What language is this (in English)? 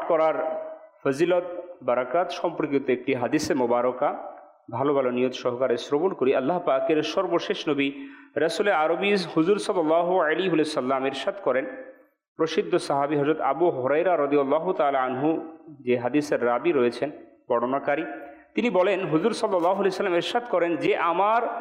Bangla